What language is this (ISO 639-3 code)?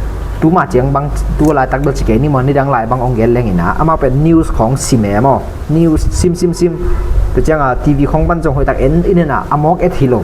ctd